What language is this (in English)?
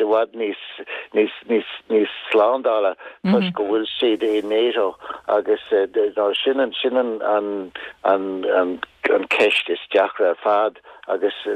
Irish